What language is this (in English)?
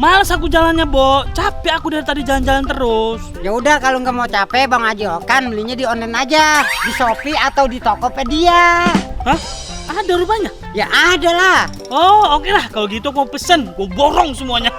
Betawi